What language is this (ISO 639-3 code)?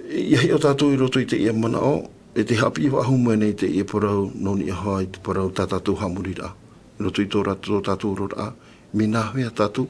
tah